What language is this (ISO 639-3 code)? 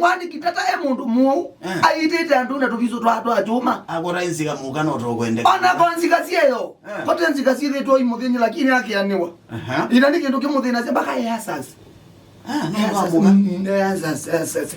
kam